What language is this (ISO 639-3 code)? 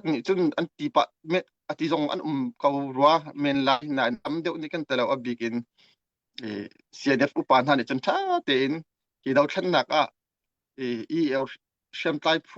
cnh